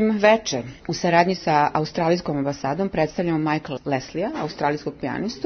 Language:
Serbian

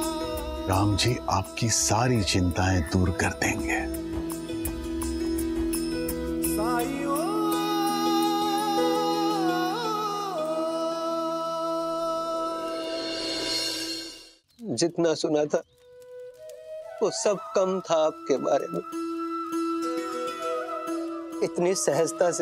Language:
Hindi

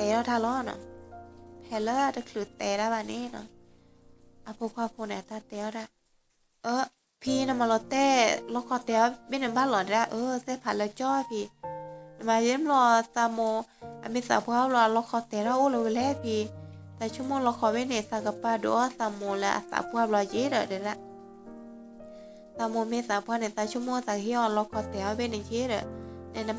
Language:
S'gaw Karen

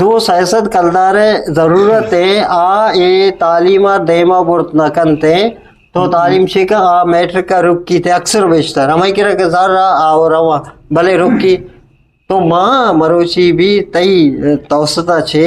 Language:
Eastern Balochi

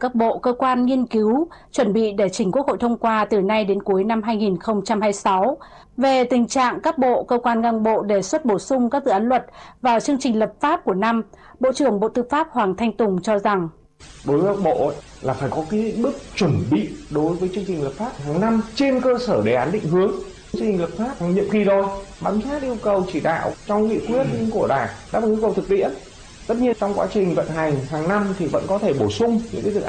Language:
Vietnamese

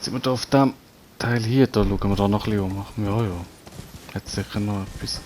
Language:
Swiss German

